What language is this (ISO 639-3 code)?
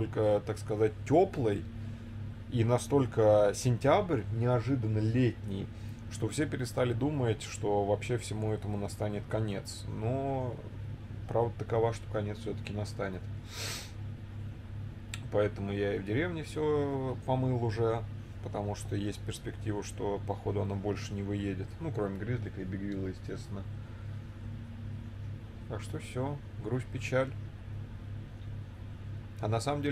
rus